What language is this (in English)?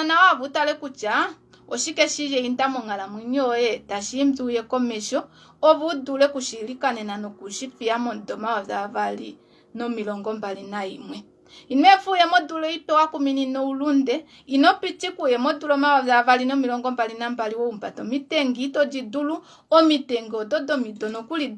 Kuanyama